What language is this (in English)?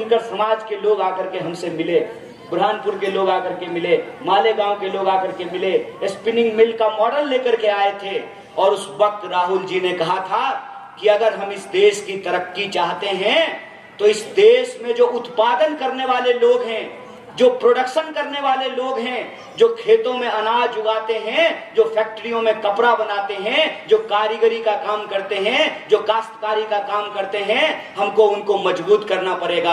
Hindi